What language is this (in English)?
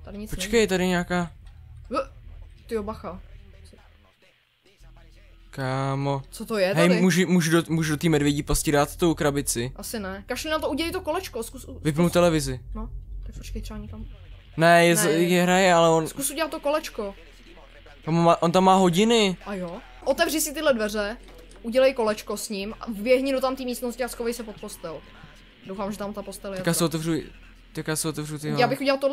Czech